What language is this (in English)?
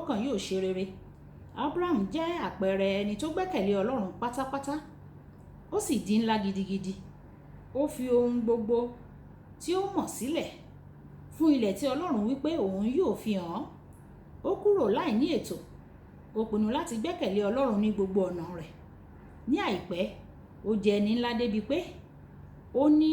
Yoruba